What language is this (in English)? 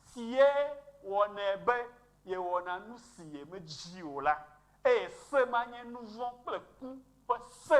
Ewe